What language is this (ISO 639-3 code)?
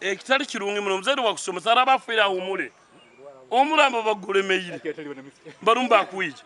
nyn